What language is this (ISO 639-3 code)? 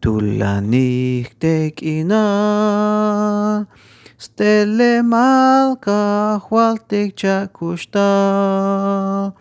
tzh